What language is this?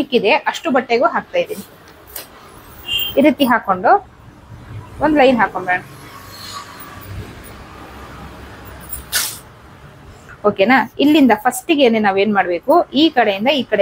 Kannada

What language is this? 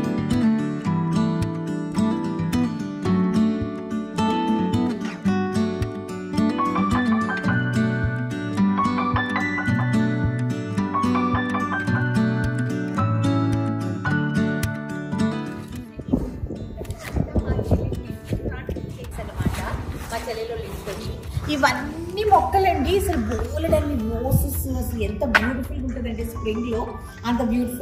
Telugu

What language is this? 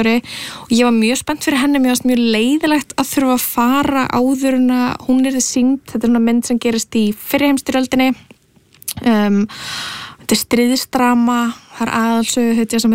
Icelandic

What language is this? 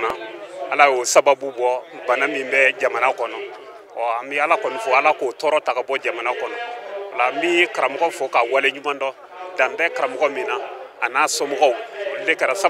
Bambara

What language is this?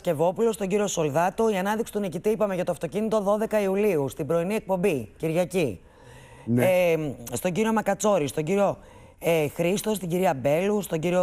Greek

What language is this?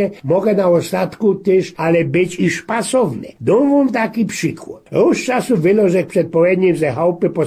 Silesian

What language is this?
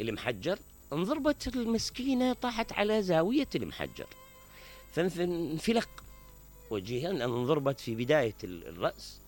Mesopotamian Arabic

